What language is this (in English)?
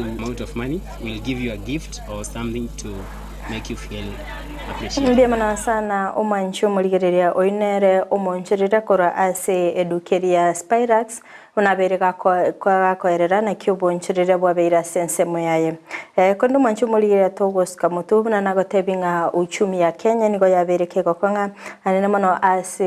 Gusii